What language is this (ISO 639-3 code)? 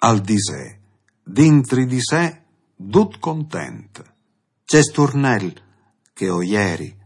fur